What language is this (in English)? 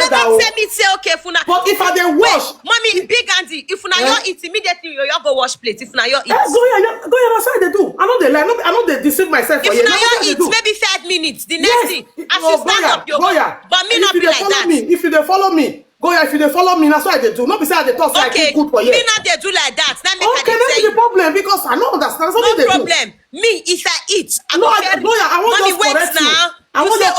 Nigerian Pidgin